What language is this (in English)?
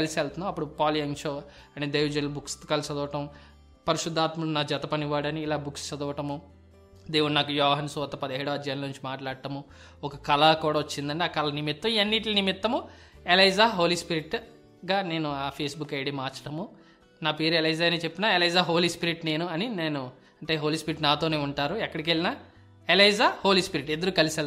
Telugu